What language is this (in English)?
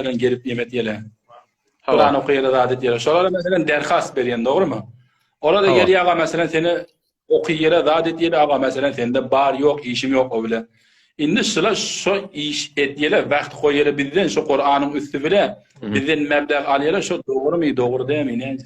Turkmen